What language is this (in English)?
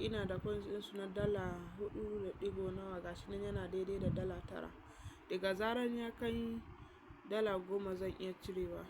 Hausa